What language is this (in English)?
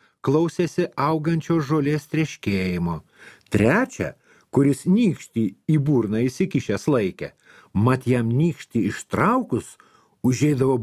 Lithuanian